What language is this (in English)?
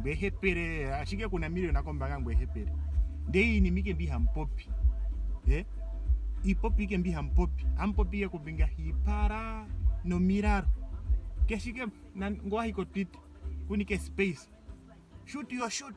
Ndonga